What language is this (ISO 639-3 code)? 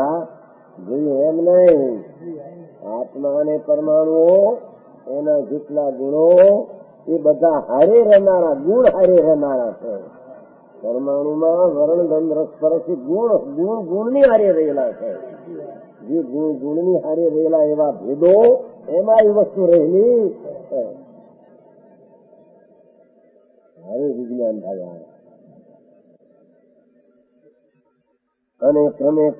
guj